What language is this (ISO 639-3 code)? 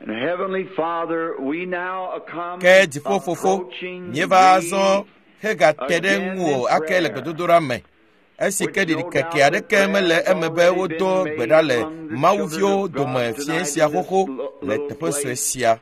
ewe